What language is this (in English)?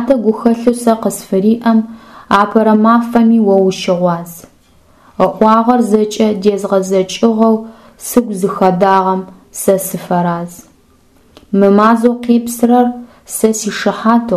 Adyghe